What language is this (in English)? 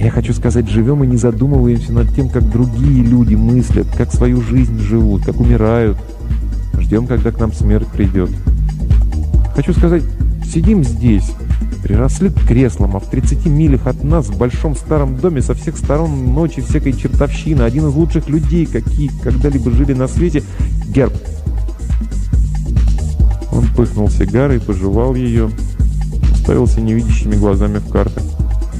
Russian